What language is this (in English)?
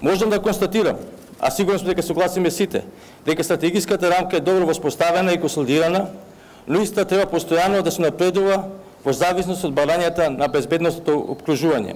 Macedonian